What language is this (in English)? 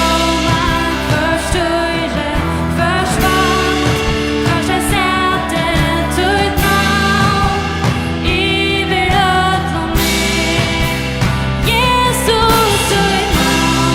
Faroese